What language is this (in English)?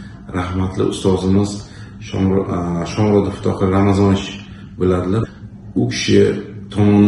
Uzbek